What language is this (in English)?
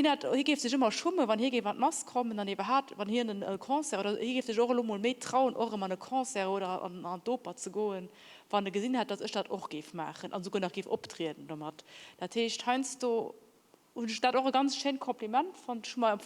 Luxembourgish